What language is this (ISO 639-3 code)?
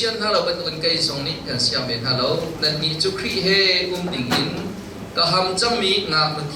cnh